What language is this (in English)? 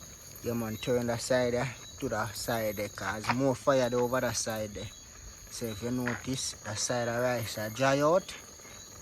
Jamaican Creole English